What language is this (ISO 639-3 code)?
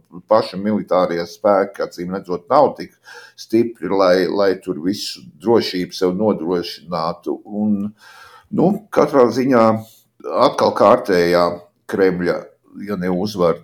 lav